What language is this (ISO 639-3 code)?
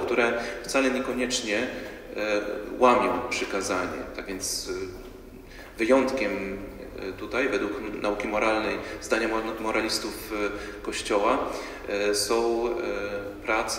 pol